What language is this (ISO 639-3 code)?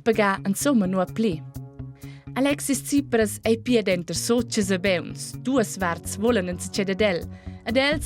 roh